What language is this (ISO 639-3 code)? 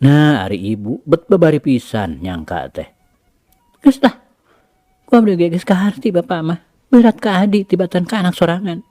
sun